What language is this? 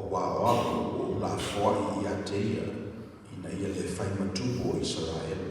Samoan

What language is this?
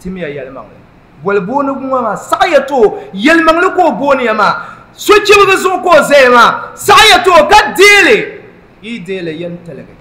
Dagbani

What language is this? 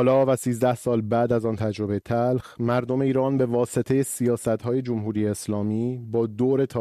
Persian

